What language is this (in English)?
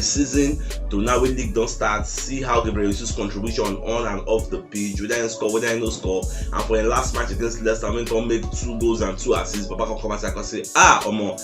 Nigerian Pidgin